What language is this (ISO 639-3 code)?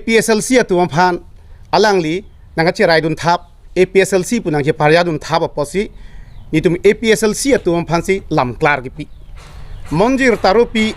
mjw